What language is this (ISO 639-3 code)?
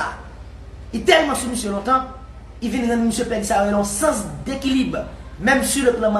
hat